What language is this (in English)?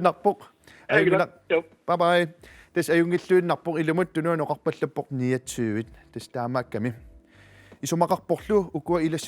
Kalaallisut